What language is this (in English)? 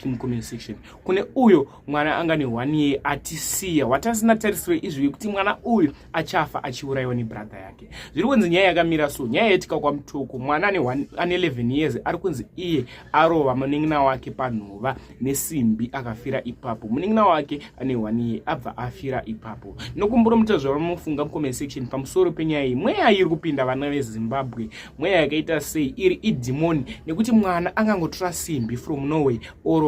Shona